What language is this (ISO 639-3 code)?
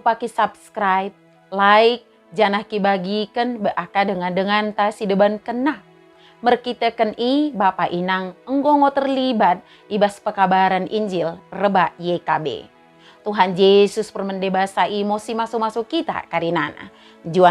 btd